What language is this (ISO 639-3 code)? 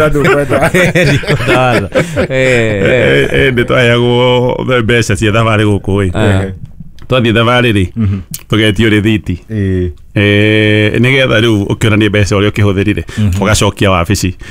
kik